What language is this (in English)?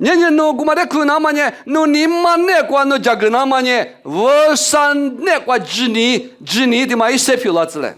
Lisu